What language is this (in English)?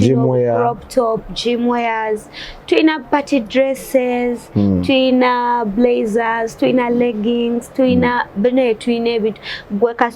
Ganda